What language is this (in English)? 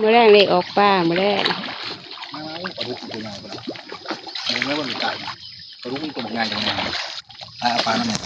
Northeastern Thai